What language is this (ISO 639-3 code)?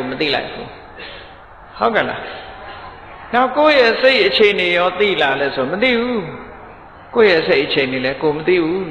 mya